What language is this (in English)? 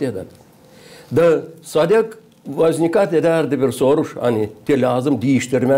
Gagauz